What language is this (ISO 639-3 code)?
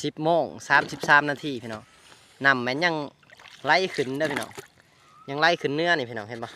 lao